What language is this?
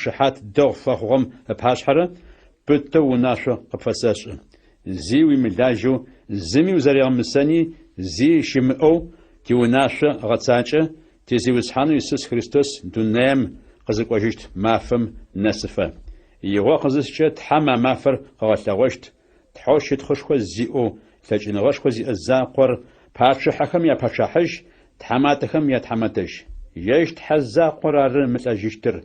Adyghe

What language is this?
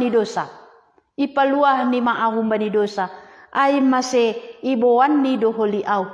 Batak Simalungun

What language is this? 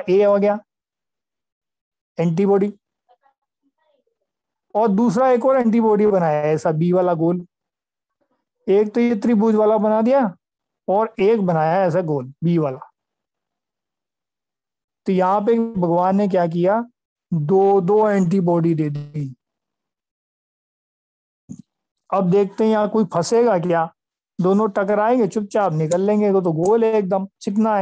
Hindi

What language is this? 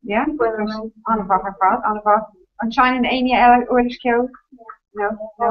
Irish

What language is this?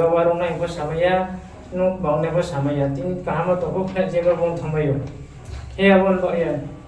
Riang (India)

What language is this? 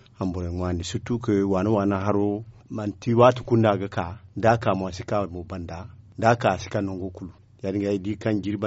Zarma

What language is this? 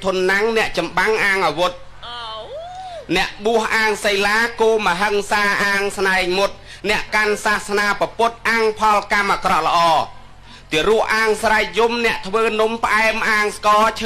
Khmer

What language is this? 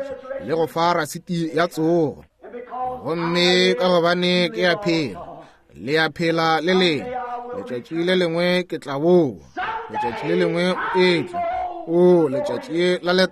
Northern Sotho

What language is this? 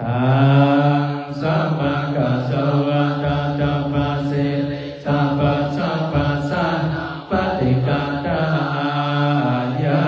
Pali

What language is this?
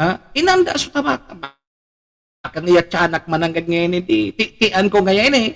Bikol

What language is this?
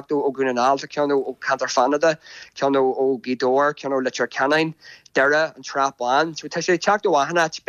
Irish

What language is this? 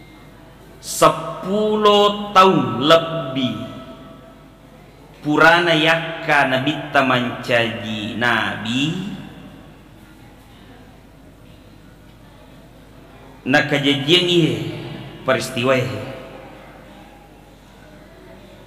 Buginese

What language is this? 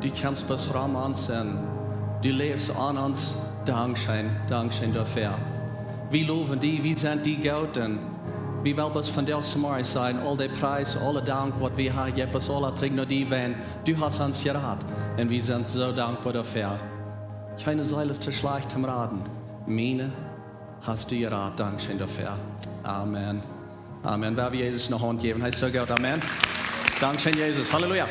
Plautdietsch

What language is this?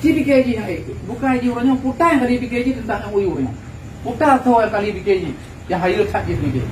Achinese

